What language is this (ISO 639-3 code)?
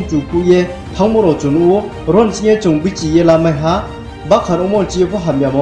ria